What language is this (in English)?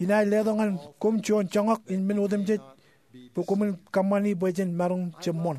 Marshallese